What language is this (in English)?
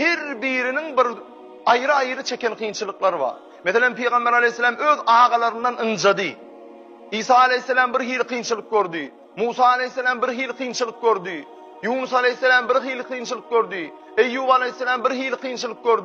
Turkmen